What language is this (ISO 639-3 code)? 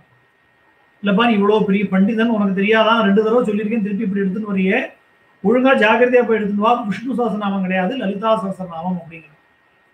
tam